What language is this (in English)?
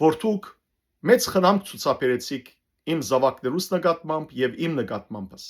Western Armenian